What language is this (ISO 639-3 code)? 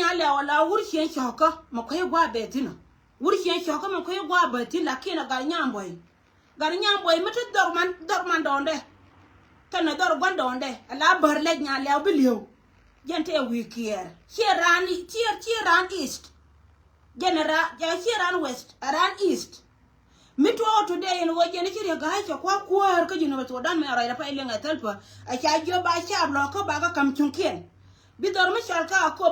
nus